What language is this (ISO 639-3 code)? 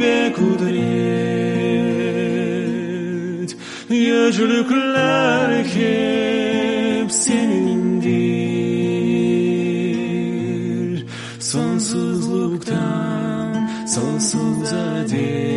gag